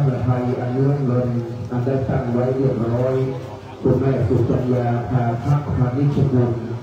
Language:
Thai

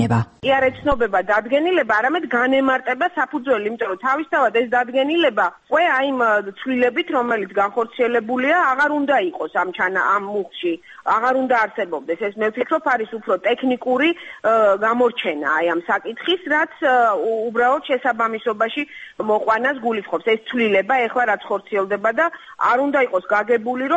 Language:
Georgian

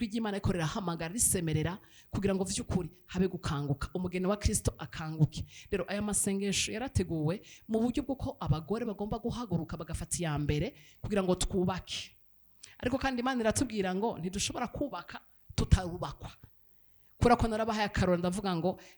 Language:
Rundi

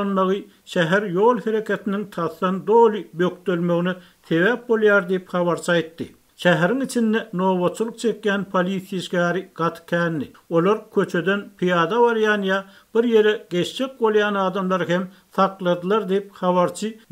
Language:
Turkmen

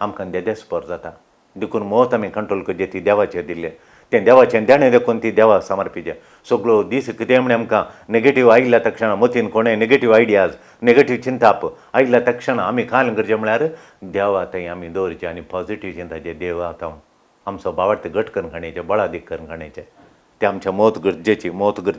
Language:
Konkani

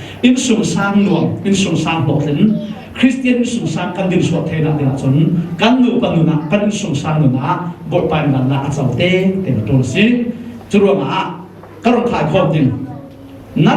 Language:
Falam Chin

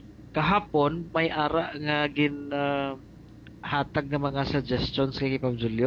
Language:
Hiligaynon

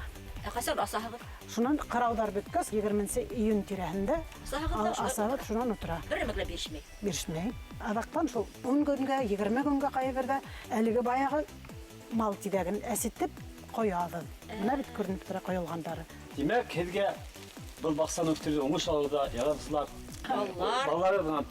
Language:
Bashkir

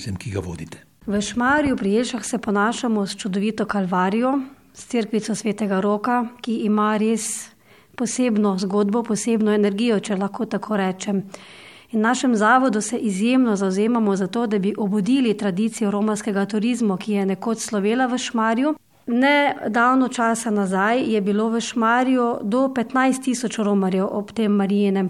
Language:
Slovenian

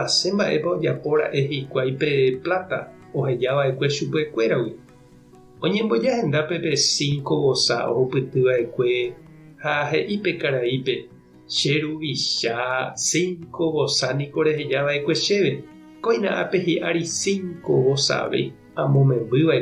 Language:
Guarani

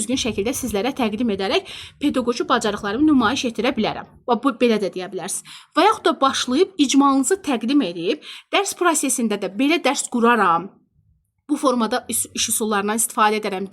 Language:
Azerbaijani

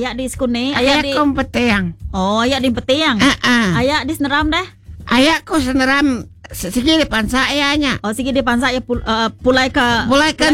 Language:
Iban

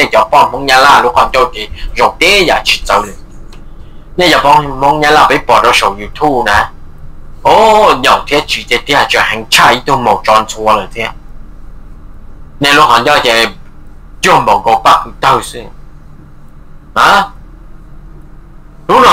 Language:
Vietnamese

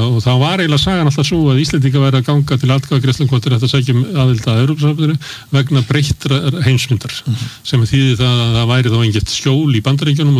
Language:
Icelandic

